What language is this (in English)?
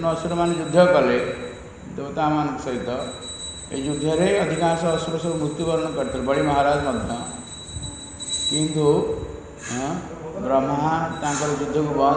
Odia